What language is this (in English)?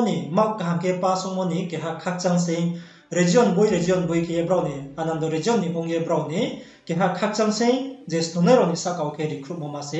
Riang (India)